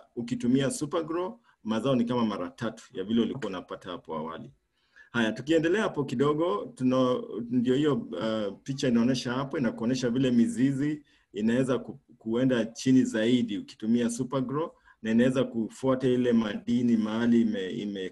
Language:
Swahili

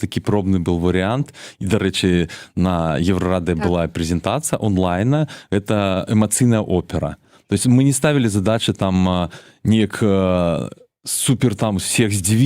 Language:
Belarusian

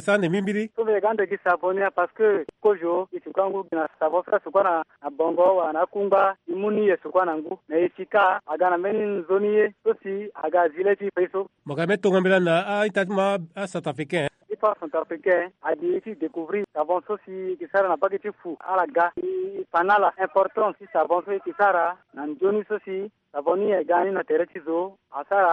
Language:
Sango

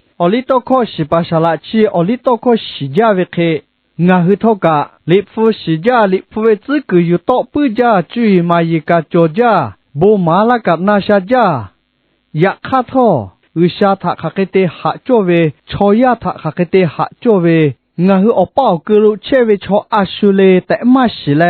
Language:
Lahu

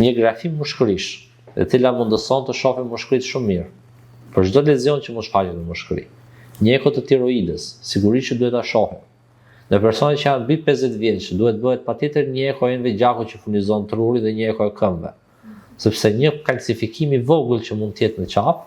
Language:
Albanian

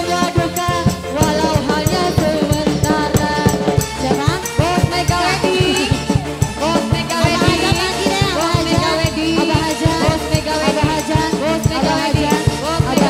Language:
Indonesian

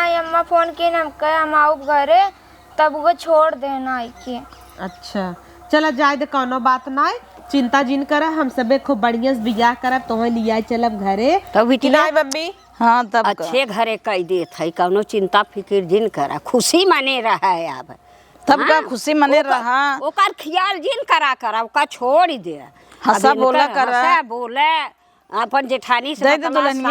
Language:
Awadhi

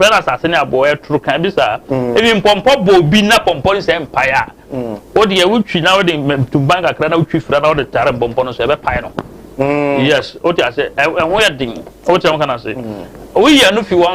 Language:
Akan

